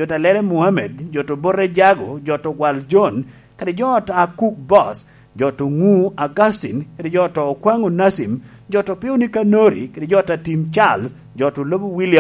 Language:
Lango (Uganda)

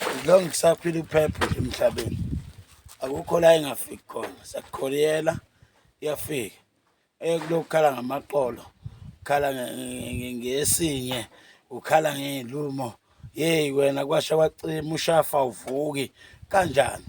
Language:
Zulu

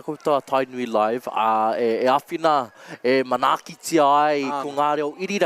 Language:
Māori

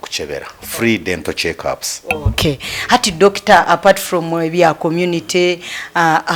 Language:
Nyankole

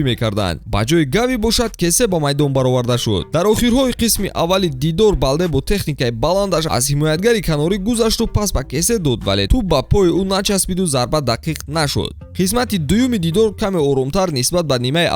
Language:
Tajik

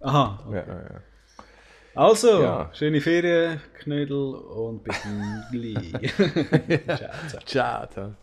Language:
Swiss German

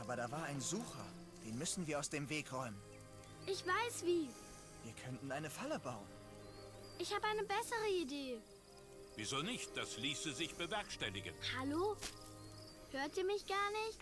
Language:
Swiss German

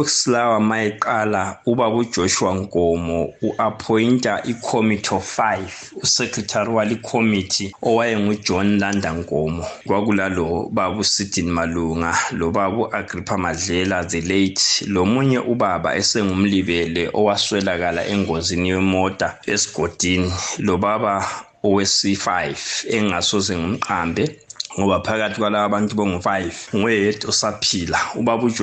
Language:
North Ndebele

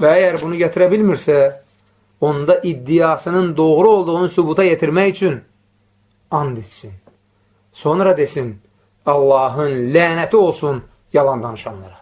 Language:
Azerbaijani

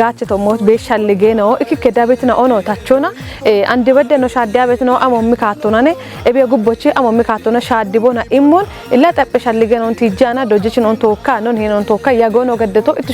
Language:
Kafa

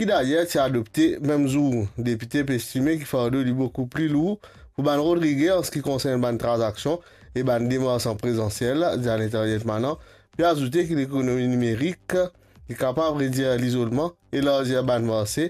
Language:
Morisyen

